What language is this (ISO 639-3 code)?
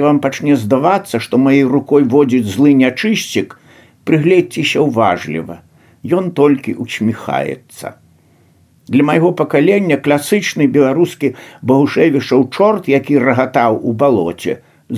bel